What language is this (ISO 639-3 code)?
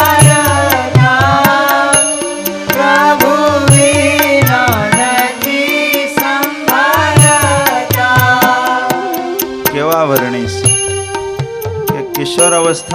guj